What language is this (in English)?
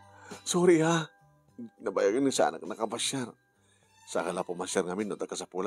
Iloko